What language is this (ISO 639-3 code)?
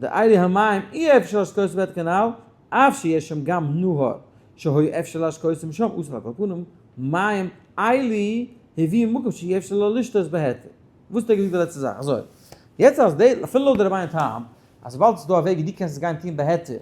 yid